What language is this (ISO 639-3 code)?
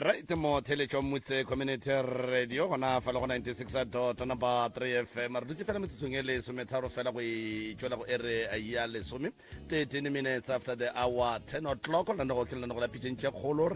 nso